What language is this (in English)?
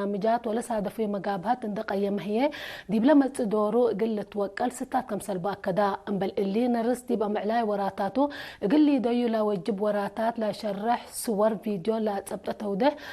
Tigre